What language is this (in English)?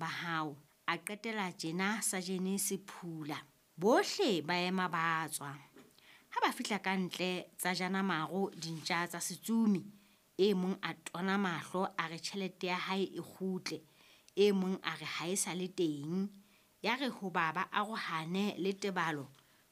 Southern Sotho